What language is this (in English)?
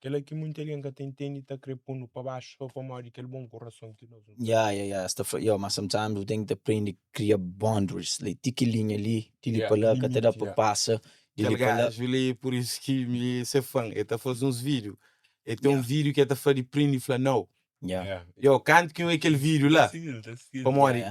Kabuverdianu